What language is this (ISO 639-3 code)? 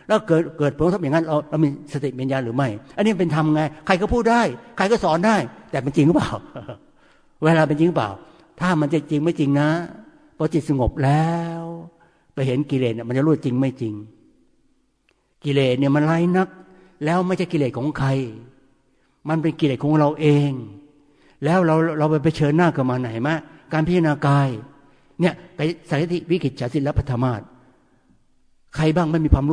tha